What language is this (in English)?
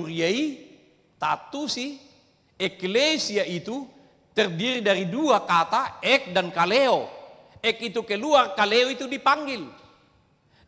Batak Toba